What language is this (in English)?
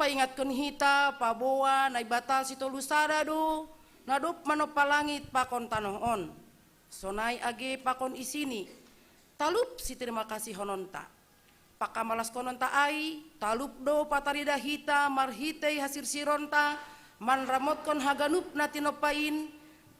Batak Simalungun